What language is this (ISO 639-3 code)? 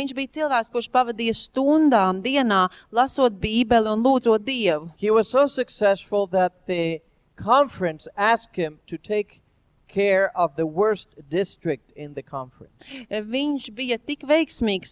lav